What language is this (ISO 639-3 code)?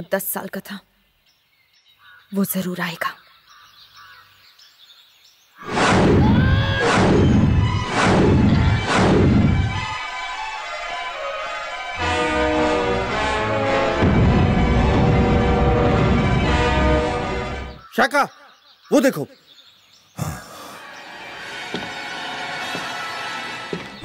hin